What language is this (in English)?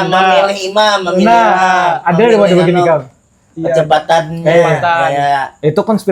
Banjar